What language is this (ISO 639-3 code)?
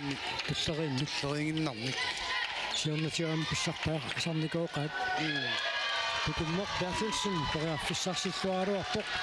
kal